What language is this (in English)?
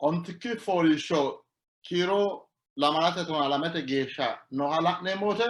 Sidamo